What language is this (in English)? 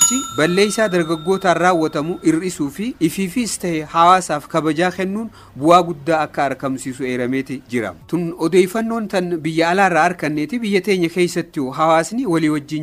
Oromo